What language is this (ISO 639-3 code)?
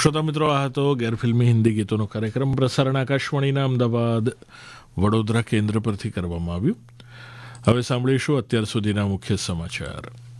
guj